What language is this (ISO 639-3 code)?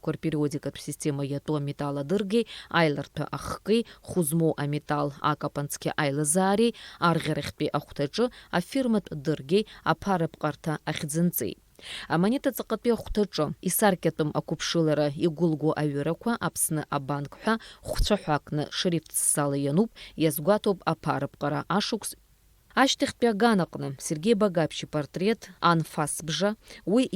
abk